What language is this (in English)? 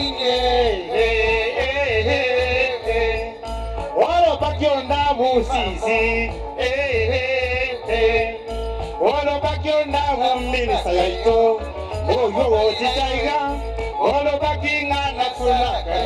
Gusii